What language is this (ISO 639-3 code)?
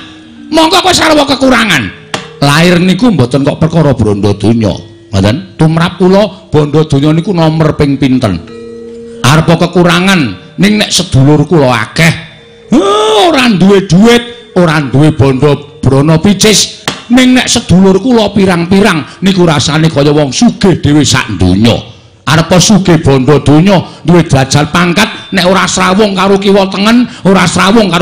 jav